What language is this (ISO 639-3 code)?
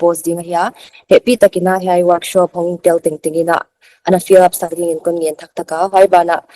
pck